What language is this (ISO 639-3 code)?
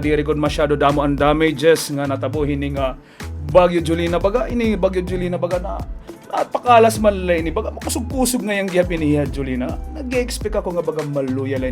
war